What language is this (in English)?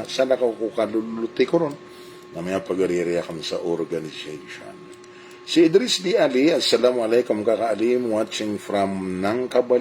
Maranao